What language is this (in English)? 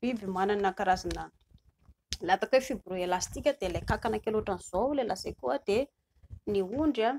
Malagasy